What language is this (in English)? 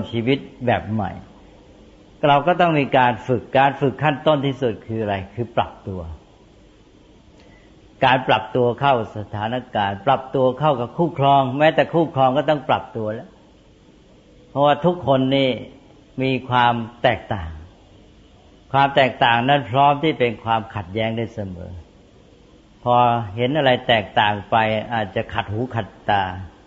Thai